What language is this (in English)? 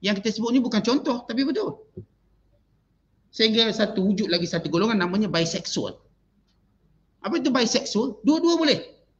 Malay